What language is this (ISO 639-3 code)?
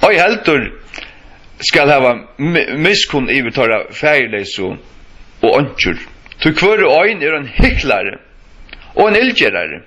fao